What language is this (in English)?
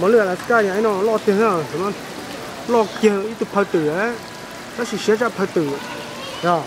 Hmong